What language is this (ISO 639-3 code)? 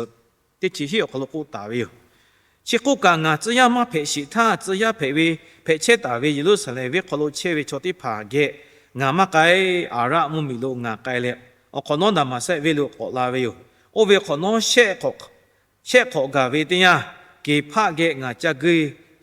lhu